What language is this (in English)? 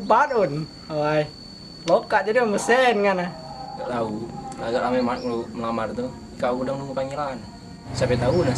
Musi